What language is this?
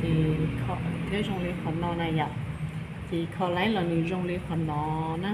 Hmong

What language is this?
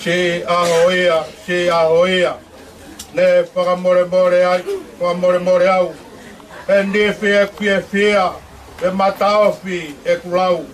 Tongan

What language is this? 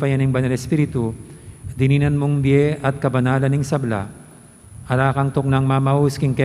Pampanga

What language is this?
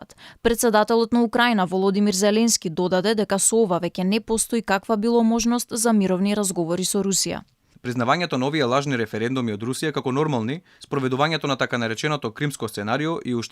Macedonian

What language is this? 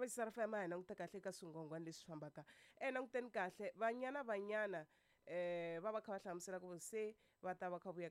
Tsonga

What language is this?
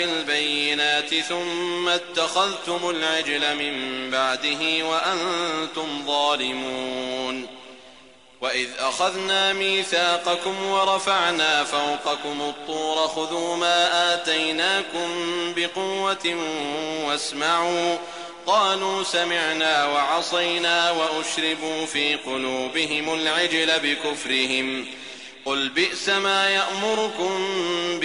Arabic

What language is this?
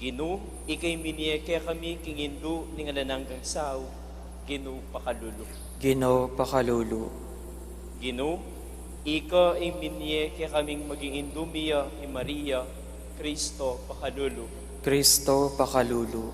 Pampanga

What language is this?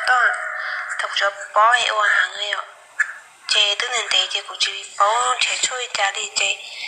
Hmong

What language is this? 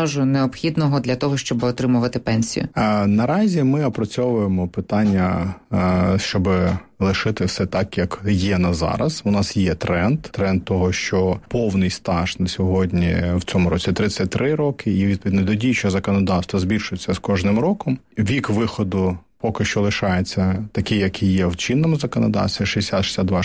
Ukrainian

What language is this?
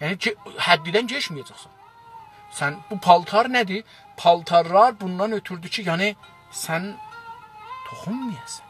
South Azerbaijani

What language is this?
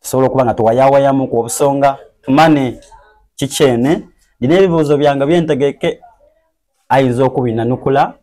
Soga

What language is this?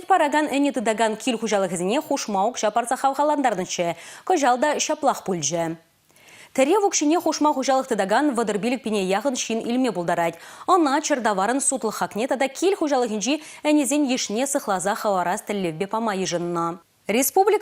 Chuvash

